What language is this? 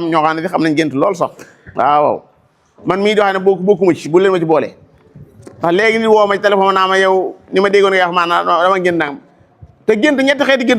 Wolof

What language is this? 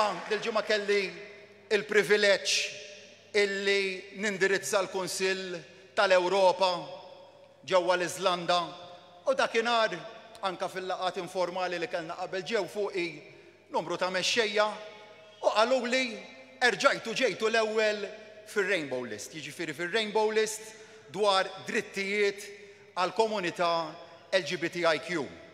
Maltese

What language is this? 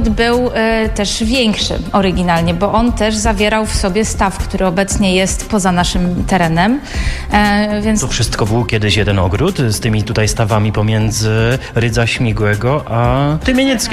Polish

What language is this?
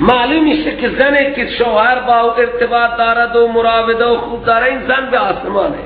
Persian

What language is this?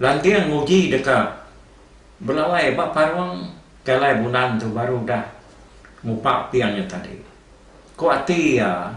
Iban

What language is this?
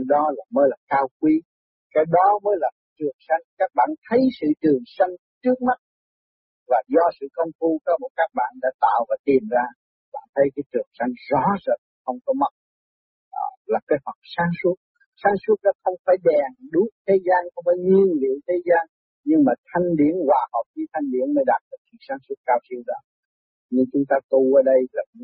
Vietnamese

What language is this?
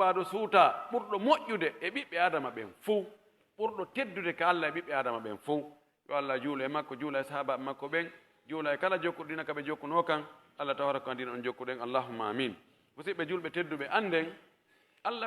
Pular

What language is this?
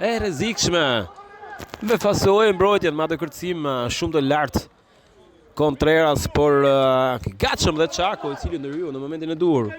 Albanian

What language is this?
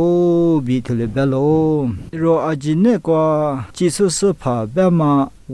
Lisu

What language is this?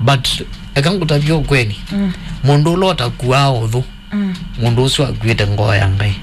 Kamba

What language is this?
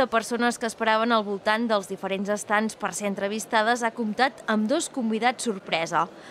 Catalan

